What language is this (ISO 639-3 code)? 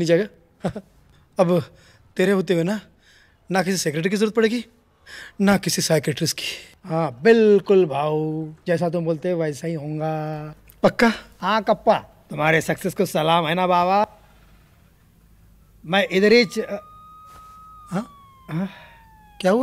hin